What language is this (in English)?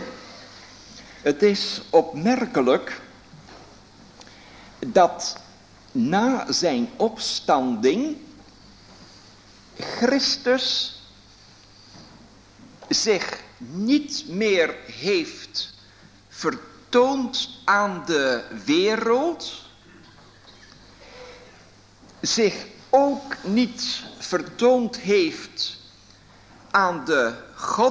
Dutch